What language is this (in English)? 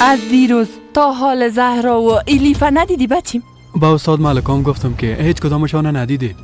Persian